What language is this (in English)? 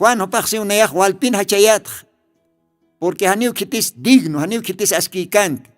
Aymara